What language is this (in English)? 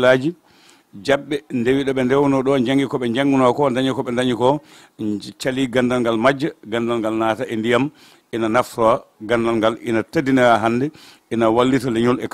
Fula